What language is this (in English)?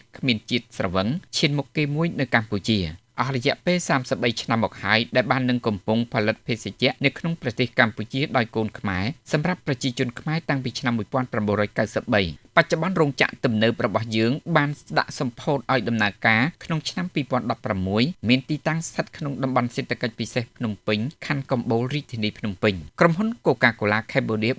Khmer